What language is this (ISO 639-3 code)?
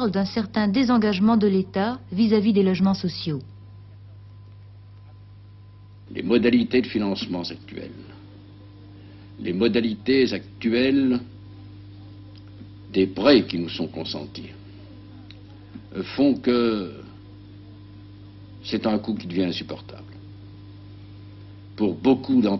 fra